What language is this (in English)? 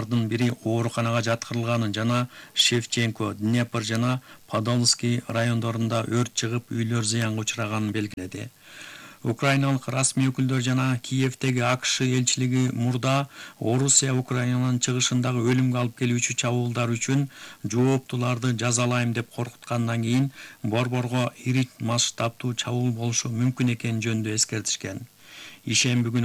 Kyrgyz